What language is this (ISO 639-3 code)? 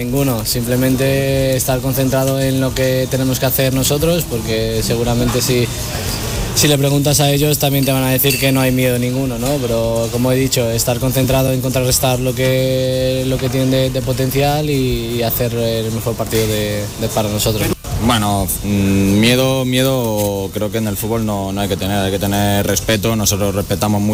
spa